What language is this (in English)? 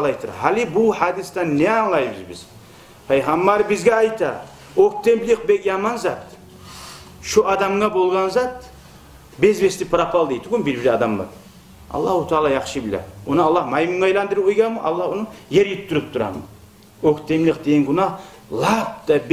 Kumyk